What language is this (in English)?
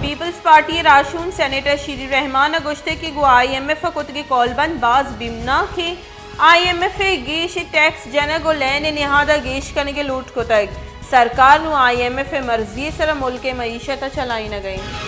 Baluchi